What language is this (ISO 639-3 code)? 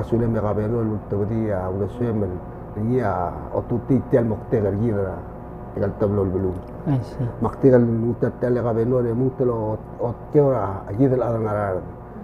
pau